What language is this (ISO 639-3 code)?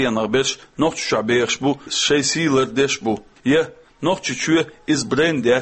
che